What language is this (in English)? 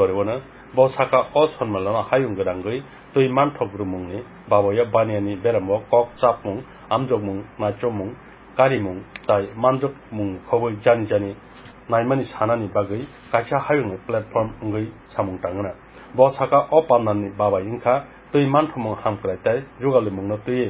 Kok Borok